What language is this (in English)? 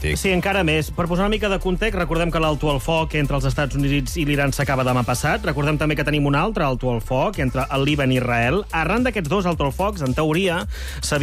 Catalan